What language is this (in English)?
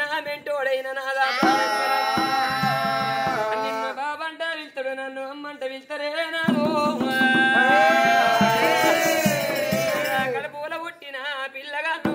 Telugu